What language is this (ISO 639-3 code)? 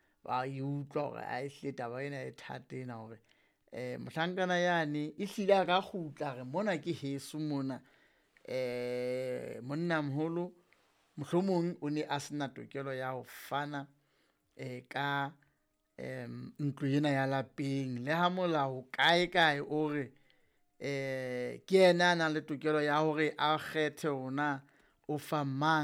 sot